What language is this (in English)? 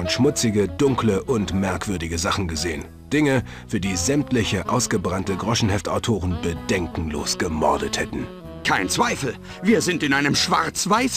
Bavarian